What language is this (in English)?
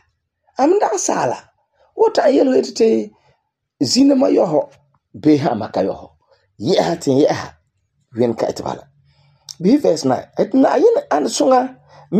Frafra